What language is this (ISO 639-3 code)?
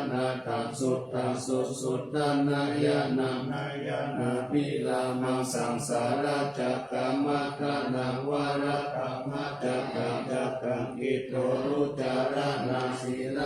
pli